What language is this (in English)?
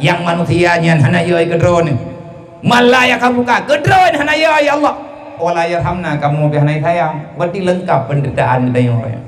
Achinese